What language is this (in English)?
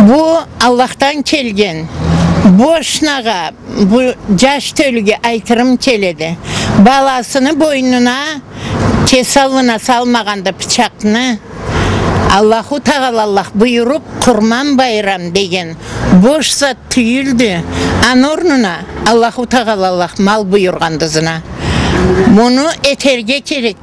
Karachay-Balkar